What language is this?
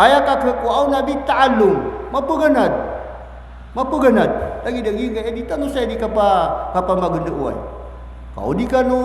Maranao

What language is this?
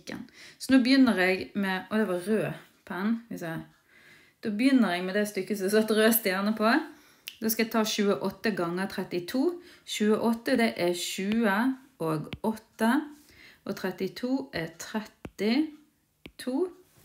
Norwegian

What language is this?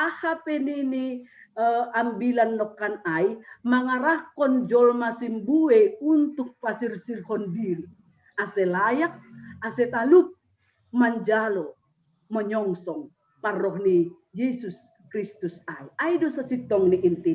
Batak Simalungun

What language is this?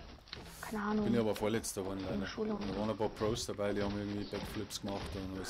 Bavarian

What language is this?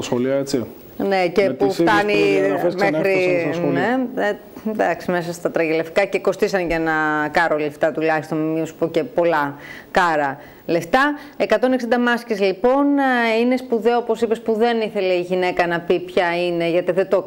Greek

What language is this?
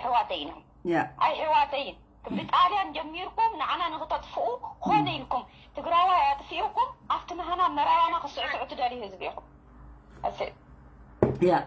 Tigrinya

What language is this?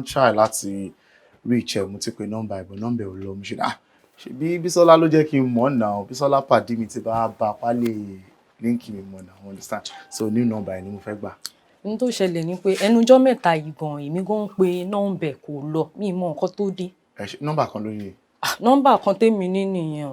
Yoruba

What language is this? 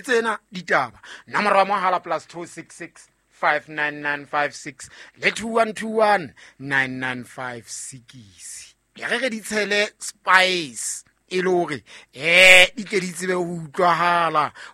Southern Sotho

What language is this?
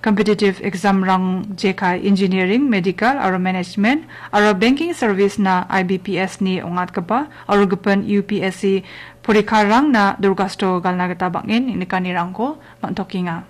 Garo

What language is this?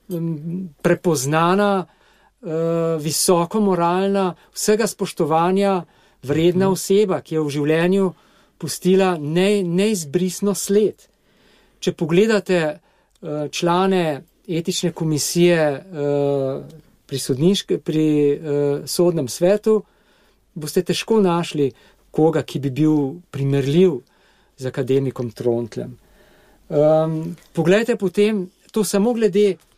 Slovenian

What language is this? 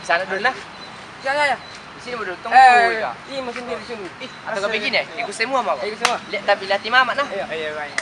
Makassar Malay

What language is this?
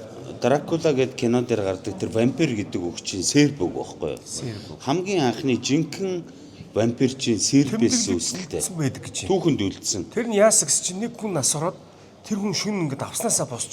Mongolian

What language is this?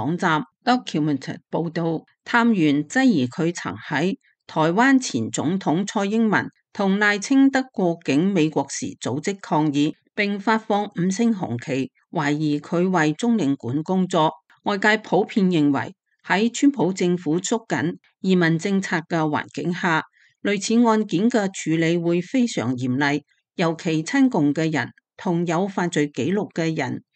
Cantonese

